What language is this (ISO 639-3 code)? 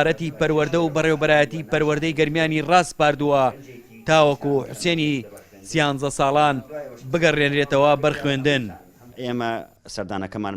ckb